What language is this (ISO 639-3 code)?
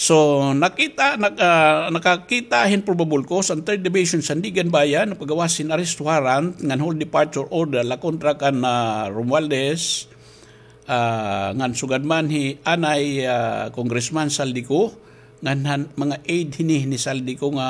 war